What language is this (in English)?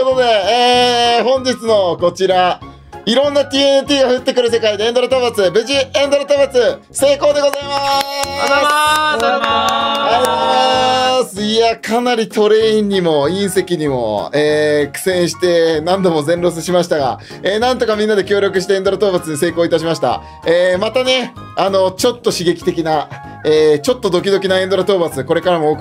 Japanese